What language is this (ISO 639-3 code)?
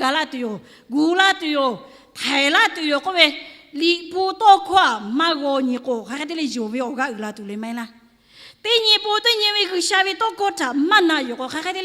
lhu